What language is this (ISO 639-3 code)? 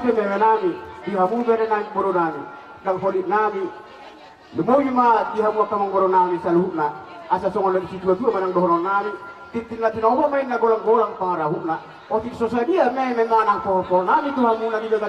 bbc